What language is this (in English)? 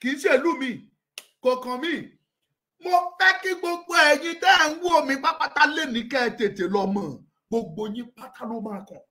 Yoruba